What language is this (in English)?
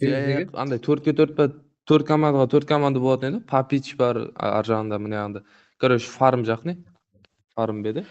Kara-Kalpak